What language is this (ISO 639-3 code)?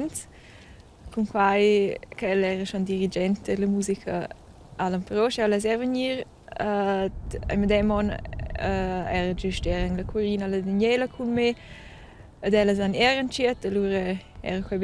roh